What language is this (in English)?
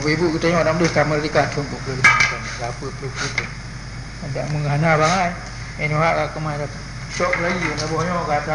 Achinese